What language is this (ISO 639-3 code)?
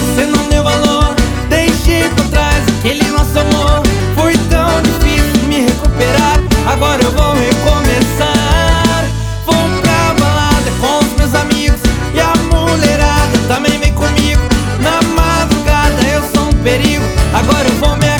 por